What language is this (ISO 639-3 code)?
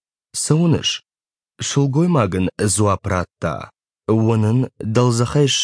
oss